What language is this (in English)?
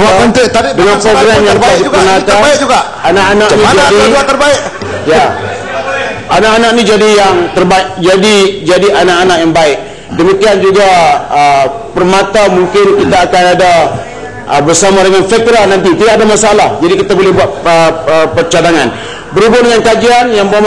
Malay